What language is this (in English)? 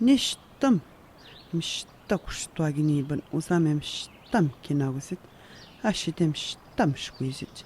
Atikamekw